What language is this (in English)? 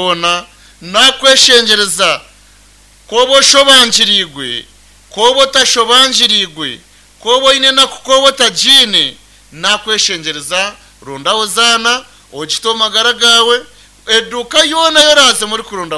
Nyankole